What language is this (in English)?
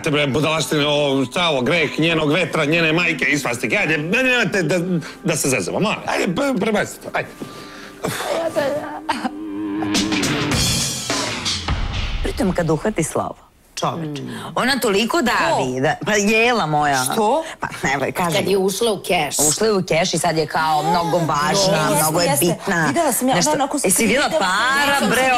Serbian